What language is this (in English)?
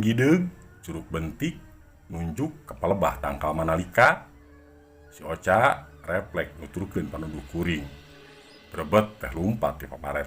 Sundanese